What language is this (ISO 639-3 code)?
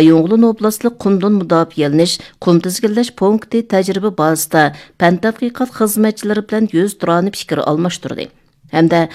uig